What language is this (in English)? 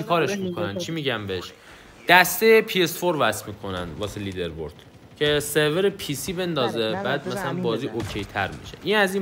Persian